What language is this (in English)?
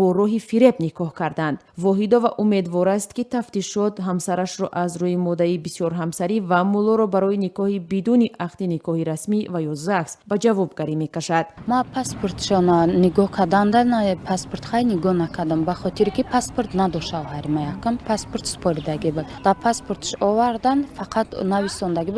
Tajik